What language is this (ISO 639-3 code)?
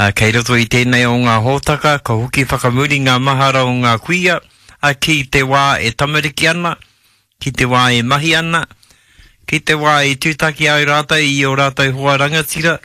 mri